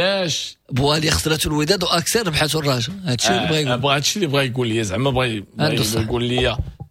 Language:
Moroccan Arabic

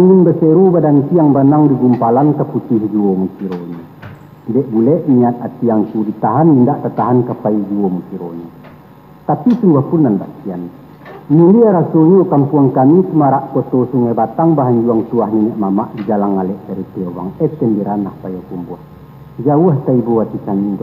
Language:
Minangkabau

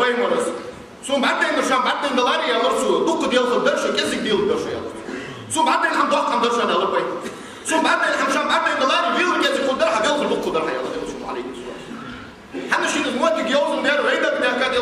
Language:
Ingush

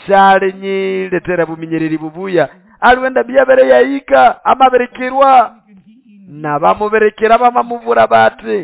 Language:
Nande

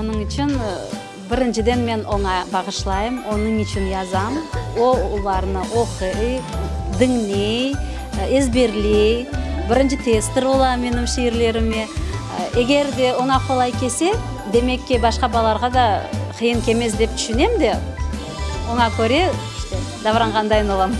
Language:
Crimean Tatar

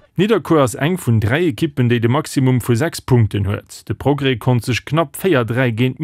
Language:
Luxembourgish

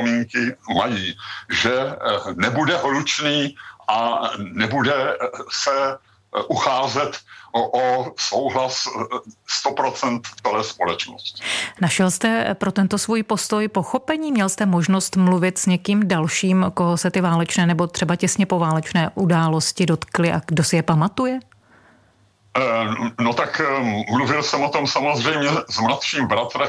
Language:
Czech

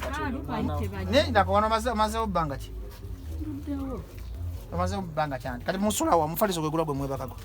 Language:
Ganda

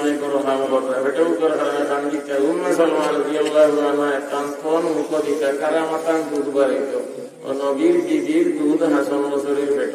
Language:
Sylheti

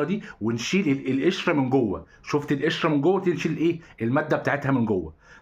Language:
Egyptian Arabic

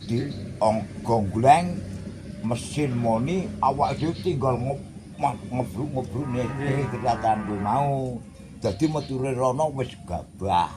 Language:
Javanese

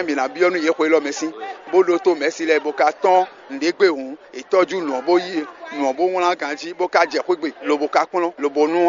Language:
Fon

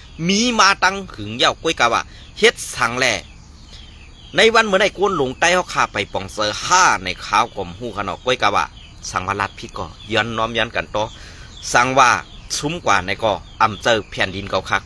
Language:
Shan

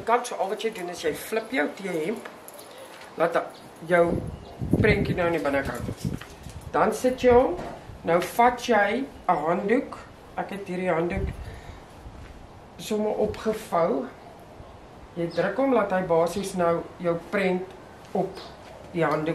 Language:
Afrikaans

